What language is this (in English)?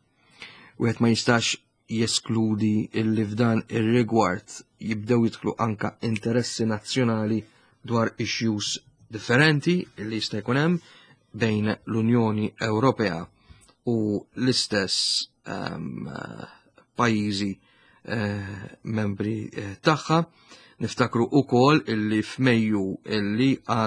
Maltese